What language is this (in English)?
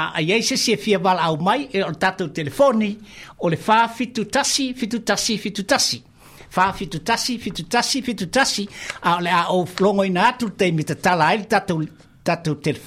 Samoan